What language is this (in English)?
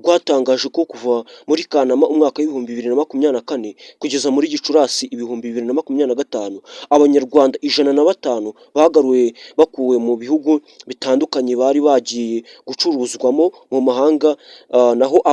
Kinyarwanda